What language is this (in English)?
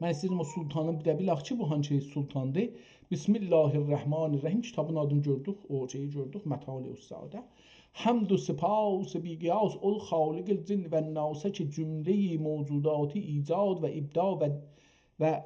South Azerbaijani